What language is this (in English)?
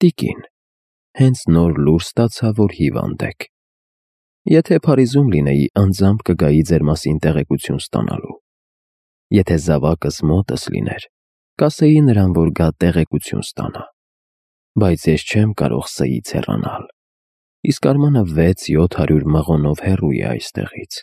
Armenian